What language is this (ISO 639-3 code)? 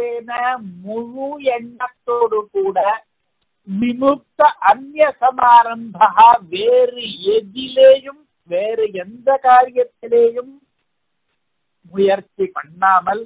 tam